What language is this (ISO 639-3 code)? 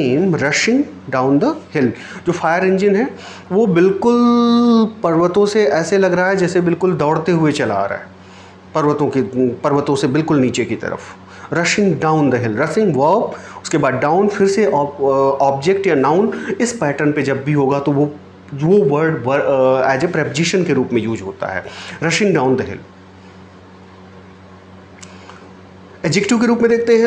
hin